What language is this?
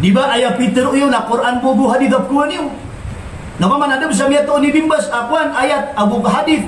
Maranao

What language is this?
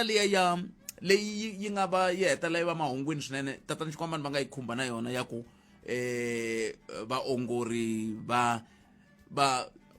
Tsonga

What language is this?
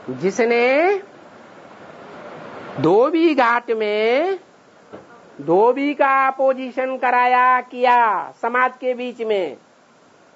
Hindi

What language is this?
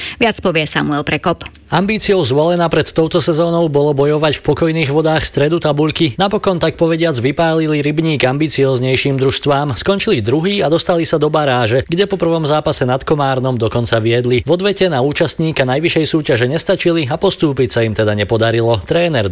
Slovak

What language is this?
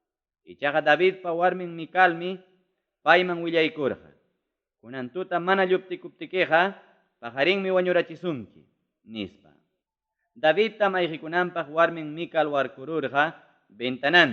Ayacucho Quechua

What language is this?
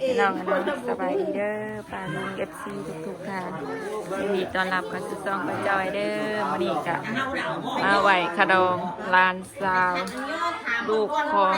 Northeastern Thai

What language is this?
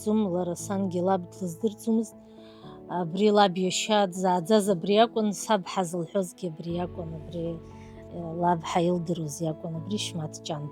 Abkhazian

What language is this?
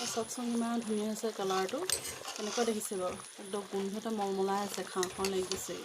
Assamese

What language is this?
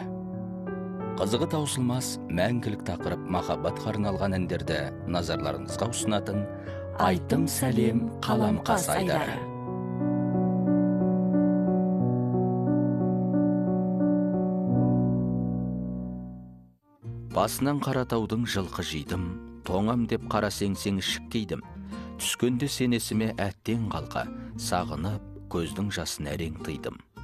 Kazakh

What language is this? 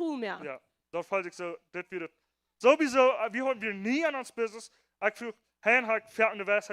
Plautdietsch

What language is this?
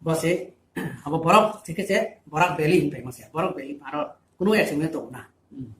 Riang (India)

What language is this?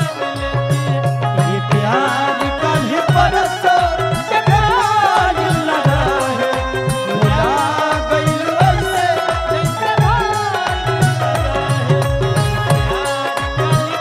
Bhojpuri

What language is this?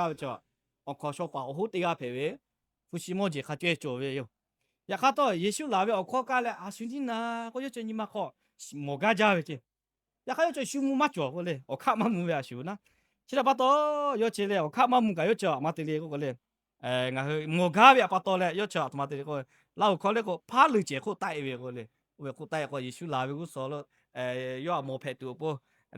Lahu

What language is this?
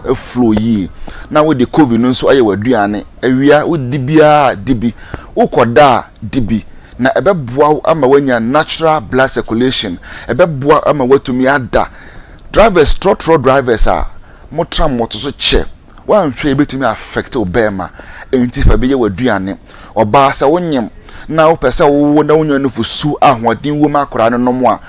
Akan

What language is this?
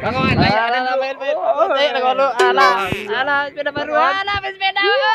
Minangkabau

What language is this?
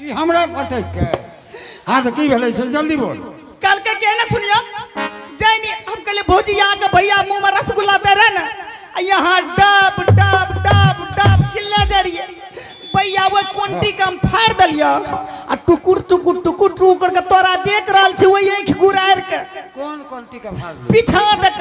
Angika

